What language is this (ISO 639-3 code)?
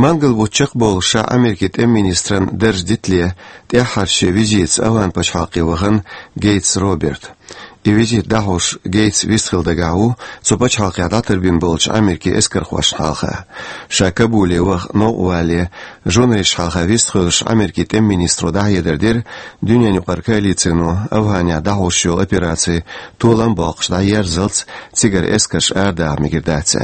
che